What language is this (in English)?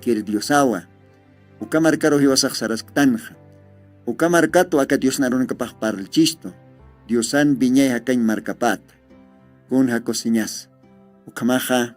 Aymara